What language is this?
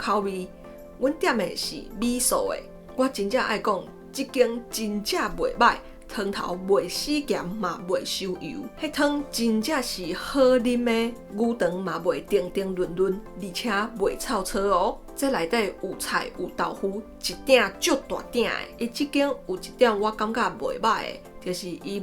Min Nan Chinese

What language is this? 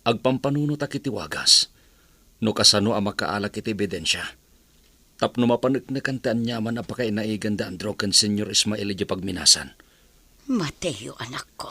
Iloko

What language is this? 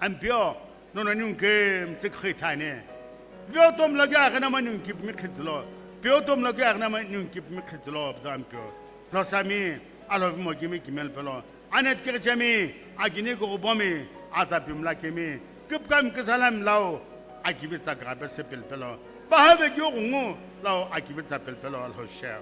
Sumi Naga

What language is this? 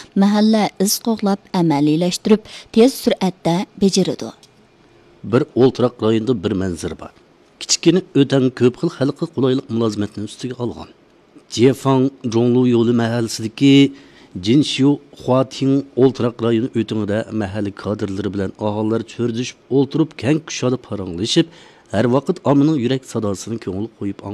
Uyghur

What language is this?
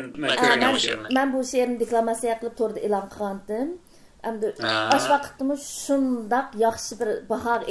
Uyghur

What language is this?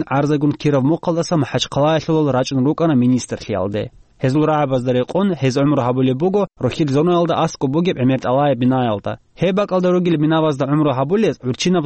Avaric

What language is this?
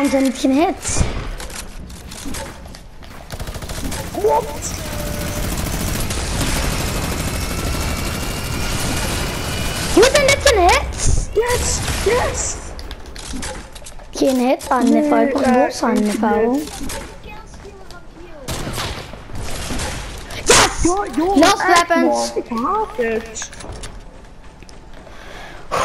Dutch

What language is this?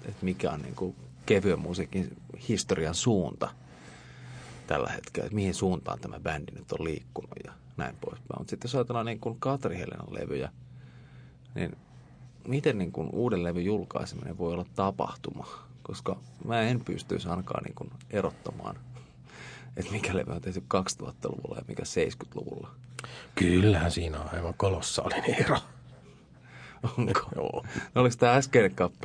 Finnish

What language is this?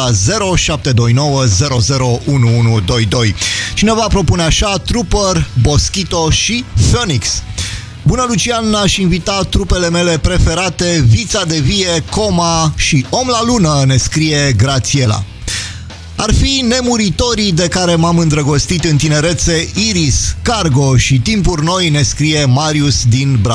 Romanian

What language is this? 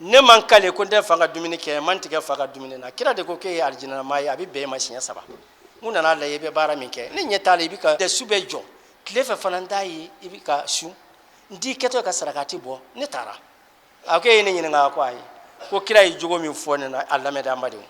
Bambara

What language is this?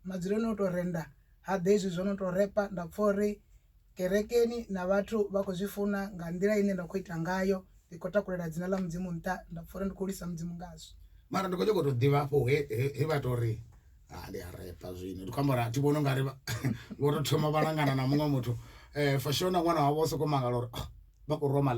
Venda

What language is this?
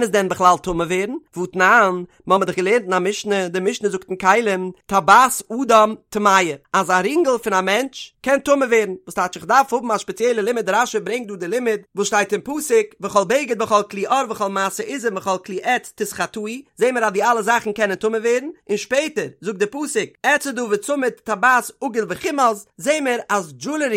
Yiddish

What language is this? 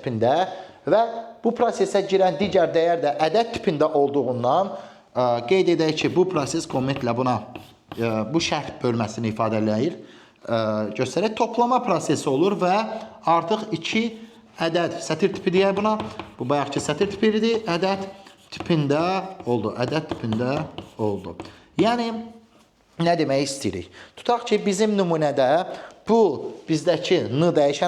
Azerbaijani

